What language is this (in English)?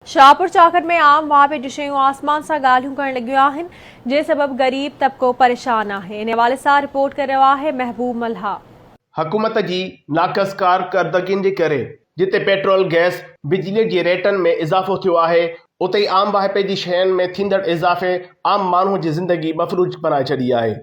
Sindhi